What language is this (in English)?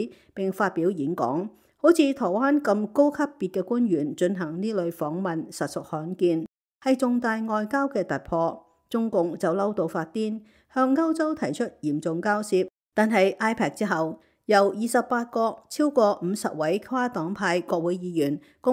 Cantonese